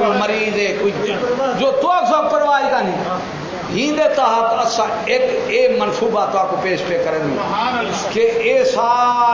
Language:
Saraiki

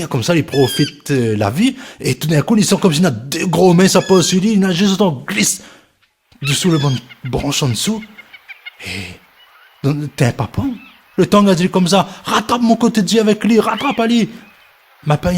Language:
Réunion Creole French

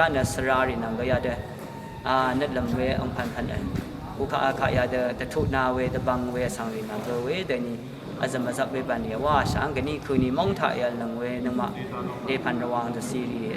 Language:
Rawang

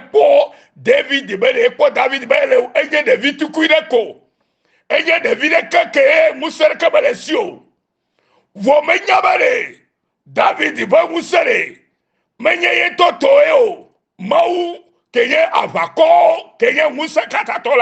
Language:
Ewe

